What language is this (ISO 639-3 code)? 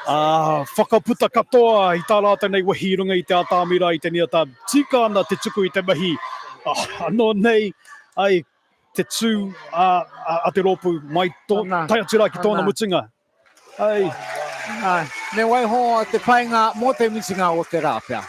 mri